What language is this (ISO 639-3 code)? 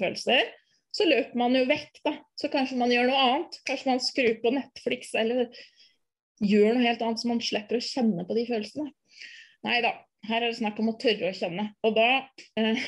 nor